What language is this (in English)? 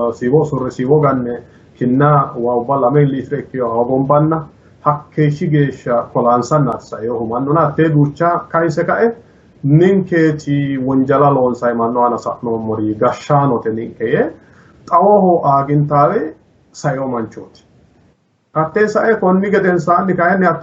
Sidamo